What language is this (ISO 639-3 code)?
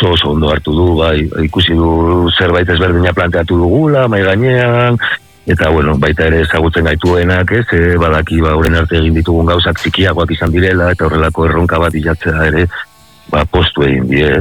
eus